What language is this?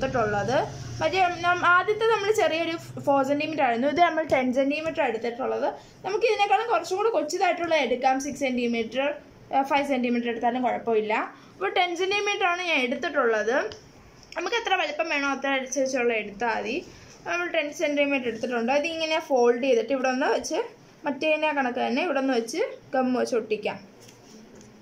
Malayalam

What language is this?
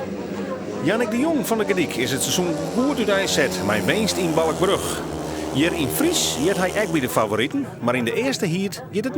Western Frisian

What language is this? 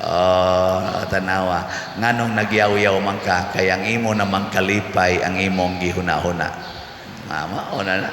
Cebuano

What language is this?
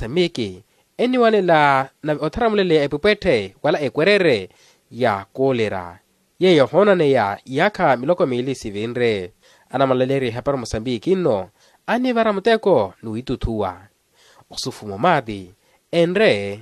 Makhuwa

